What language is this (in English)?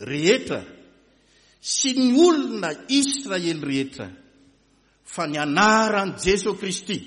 Malagasy